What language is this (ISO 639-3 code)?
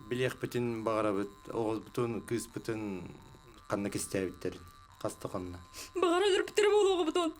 sah